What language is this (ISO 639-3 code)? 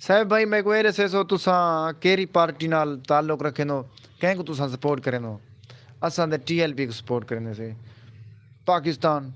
skr